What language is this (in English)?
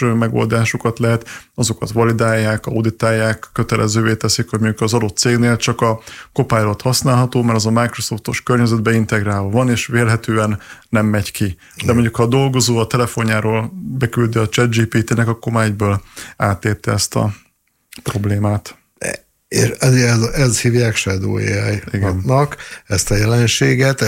Hungarian